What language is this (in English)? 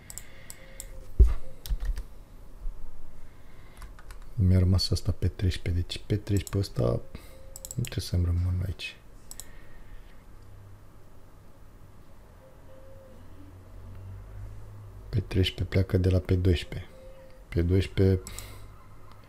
Romanian